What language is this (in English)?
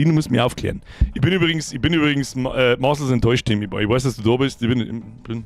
Bavarian